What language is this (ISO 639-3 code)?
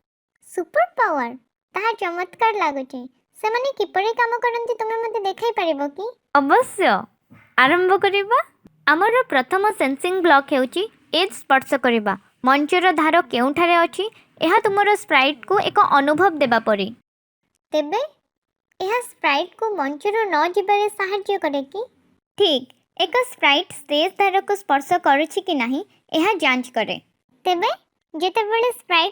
ori